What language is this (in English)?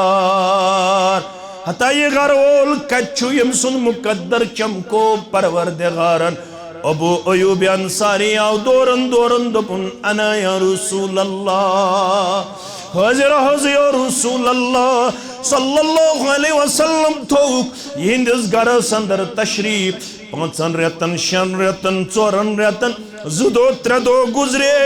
Kashmiri